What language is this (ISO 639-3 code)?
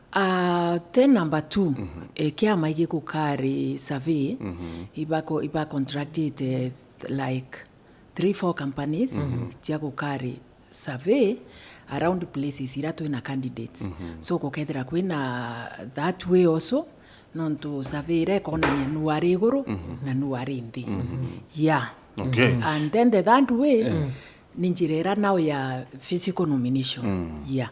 mer